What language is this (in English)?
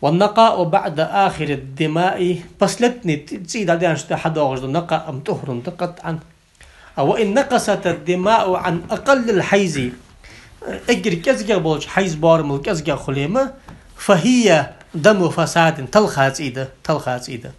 Ingush